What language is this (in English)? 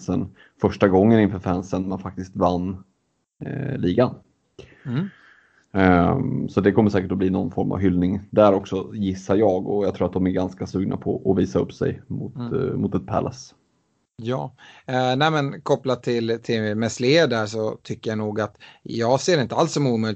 Swedish